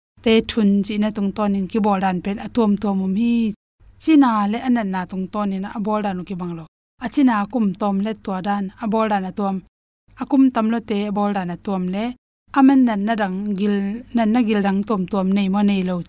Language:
Tedim Chin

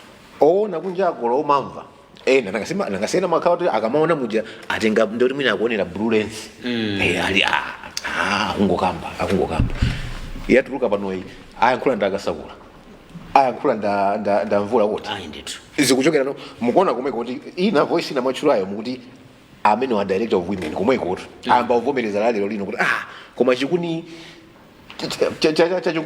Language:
Nyanja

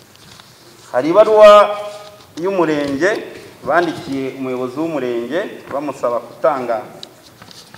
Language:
Kinyarwanda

